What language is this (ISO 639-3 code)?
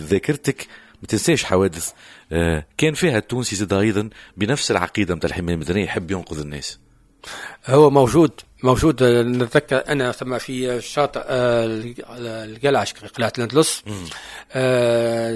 aeb